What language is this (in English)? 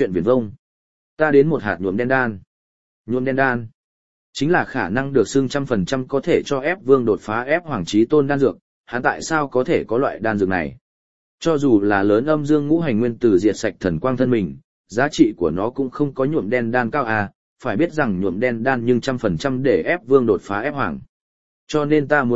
Vietnamese